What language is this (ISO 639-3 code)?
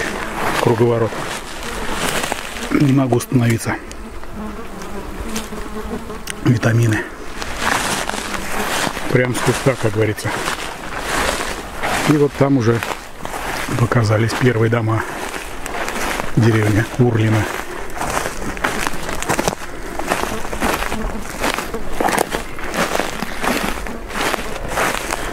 rus